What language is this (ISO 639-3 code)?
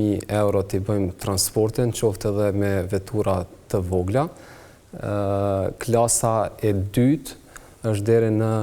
sqi